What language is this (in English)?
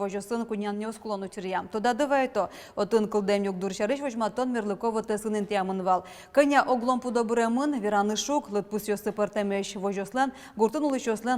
Udmurt